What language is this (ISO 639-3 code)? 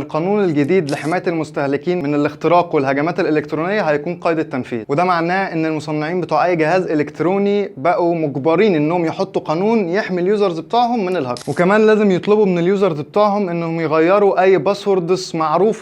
arz